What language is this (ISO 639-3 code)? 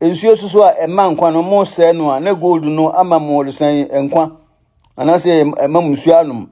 aka